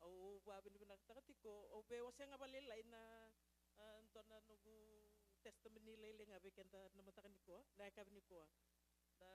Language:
Fijian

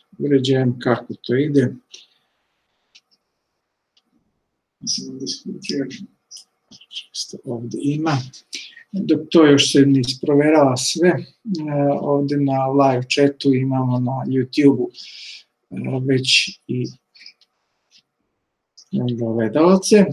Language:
Serbian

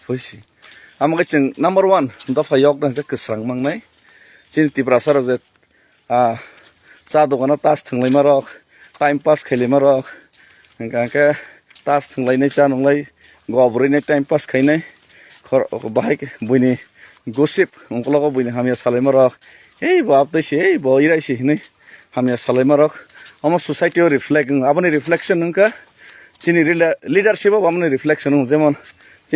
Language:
Kok Borok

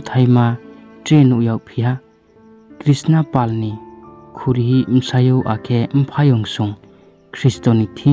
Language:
Riang (India)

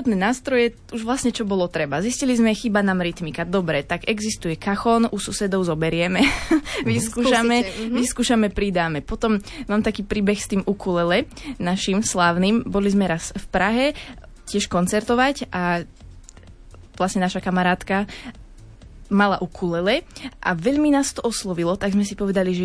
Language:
Slovak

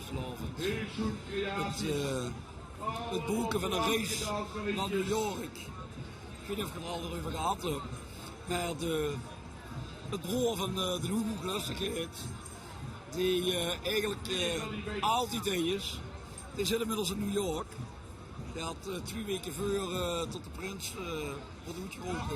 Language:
Limburgish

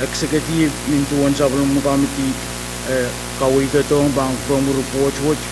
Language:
Pohnpeian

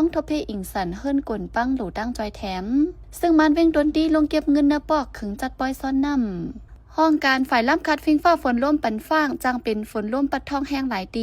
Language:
Shan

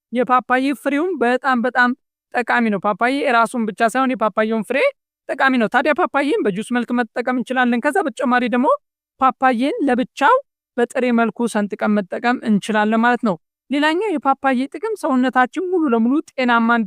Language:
Amharic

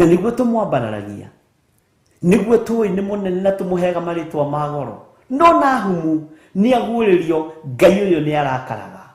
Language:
Kikuyu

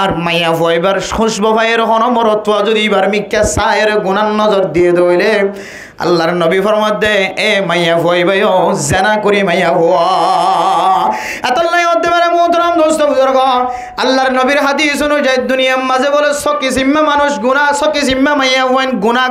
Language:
Rohingya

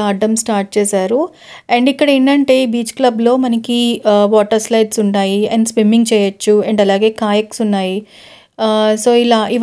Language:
Telugu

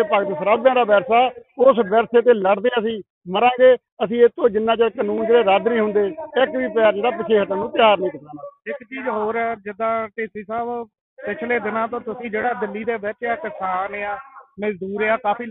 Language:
Punjabi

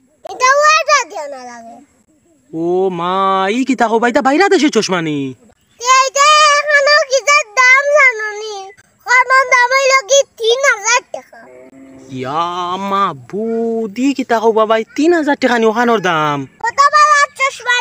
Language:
Sylheti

